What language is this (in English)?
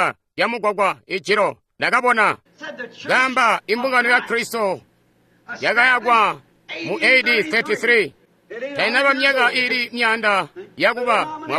Tonga (Zambia)